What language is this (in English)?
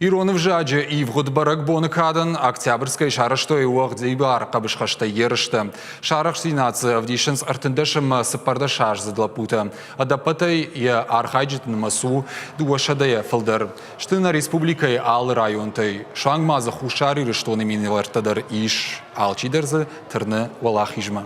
Ossetic